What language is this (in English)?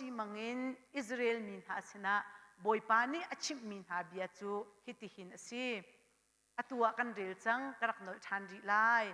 Hakha Chin